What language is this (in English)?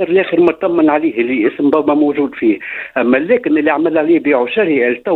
Tunisian Arabic